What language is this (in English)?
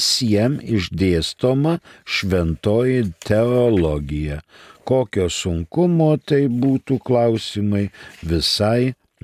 Lithuanian